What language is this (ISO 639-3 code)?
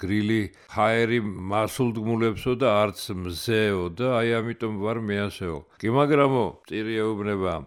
kat